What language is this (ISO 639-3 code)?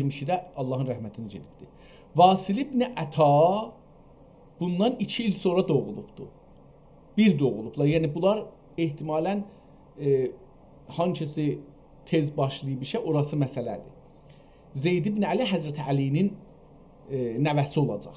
azb